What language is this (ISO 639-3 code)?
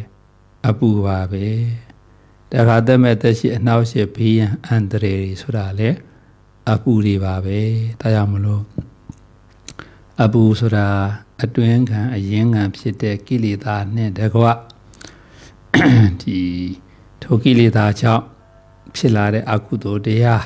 mya